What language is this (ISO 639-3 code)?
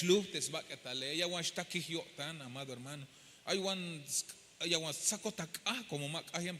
tzh